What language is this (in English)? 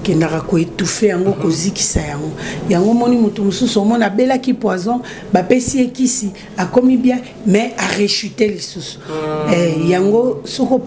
Lingala